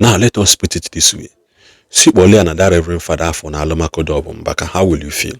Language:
Igbo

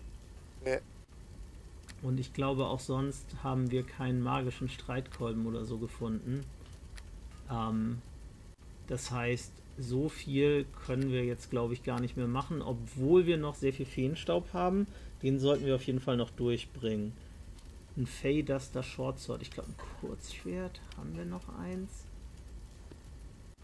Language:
German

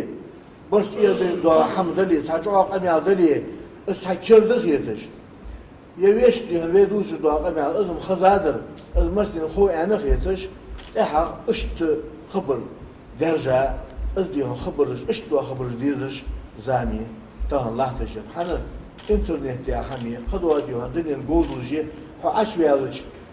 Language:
Ingush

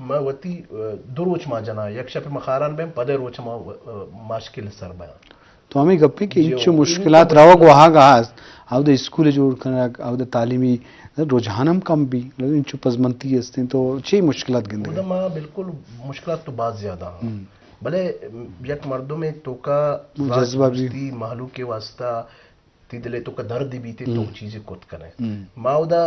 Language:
Eastern Balochi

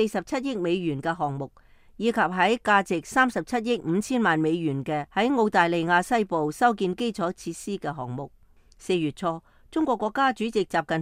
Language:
Cantonese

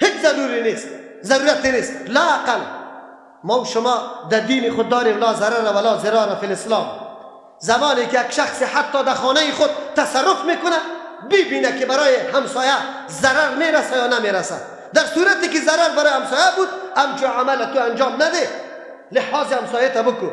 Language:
Persian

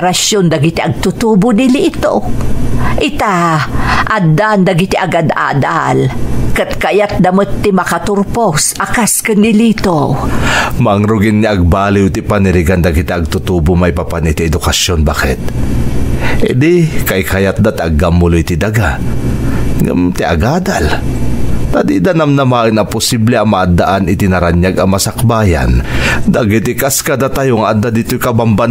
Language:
Iloko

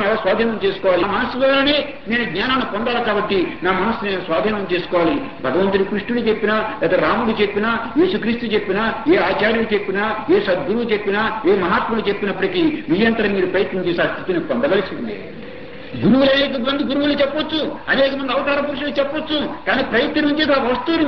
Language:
Telugu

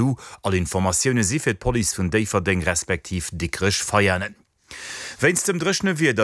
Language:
Luxembourgish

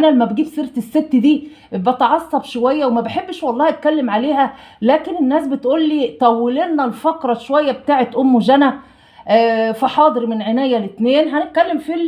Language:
Egyptian Arabic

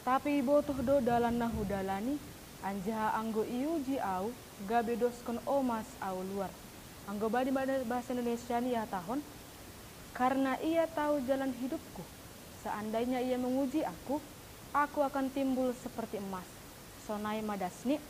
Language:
Batak Simalungun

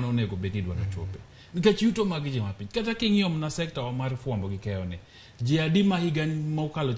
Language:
Luo (Kenya and Tanzania)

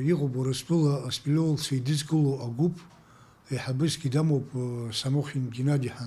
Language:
Abkhazian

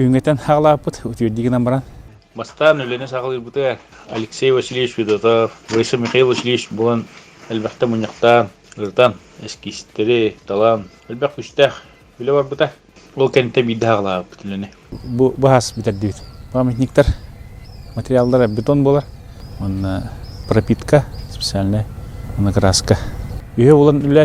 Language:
Yakut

